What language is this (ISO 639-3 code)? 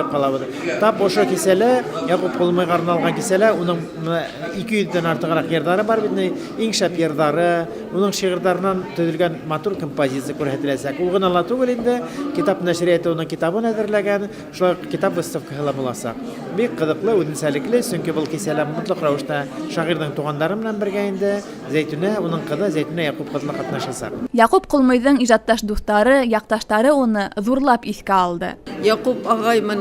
bak